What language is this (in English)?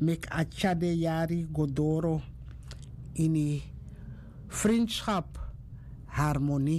Sranan Tongo